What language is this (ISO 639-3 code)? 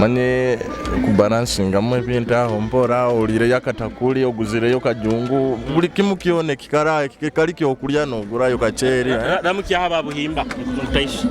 nyo